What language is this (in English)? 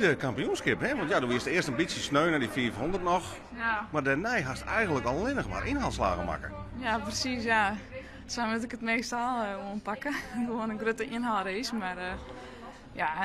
Western Frisian